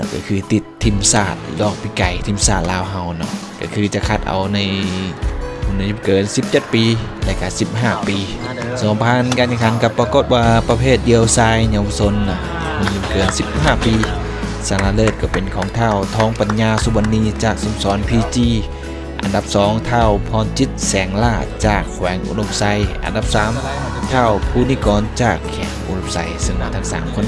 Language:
Lao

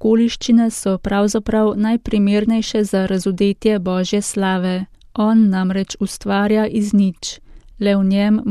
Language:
Slovenian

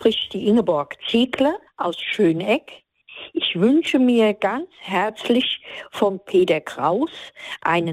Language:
German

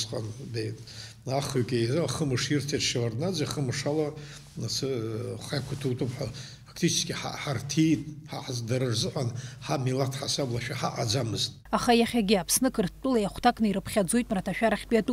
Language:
Abkhazian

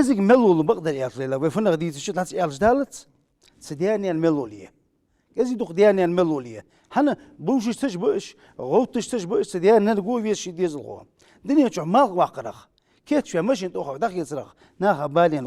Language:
Ingush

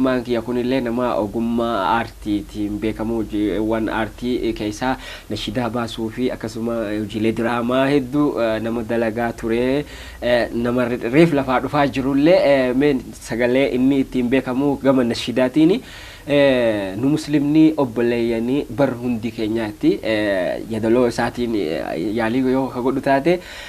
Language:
Oromo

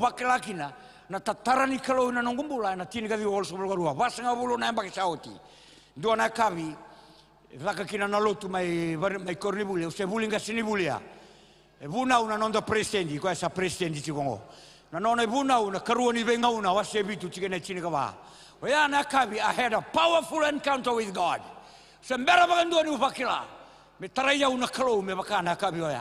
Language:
Fijian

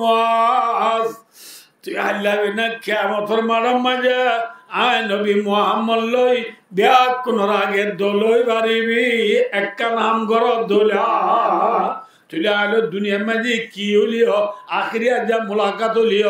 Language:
Rohingya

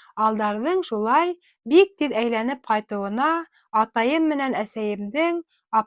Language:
Bashkir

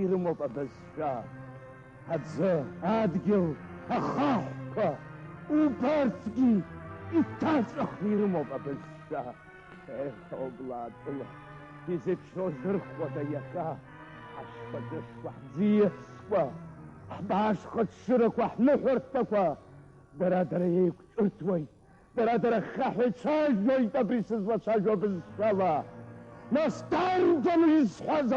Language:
Abkhazian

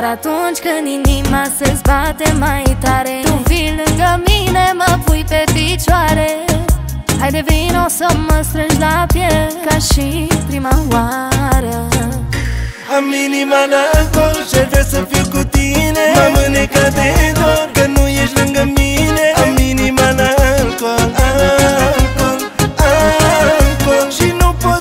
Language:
Romanian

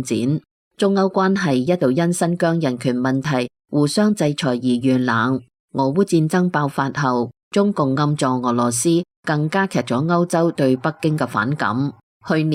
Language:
Cantonese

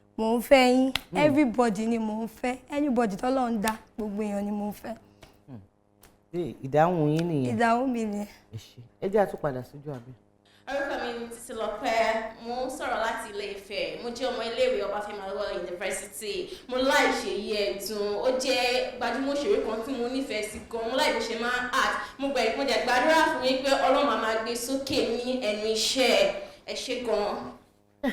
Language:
Yoruba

